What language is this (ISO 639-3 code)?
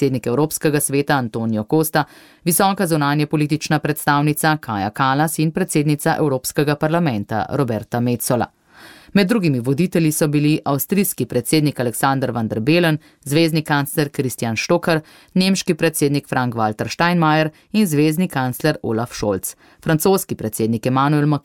slv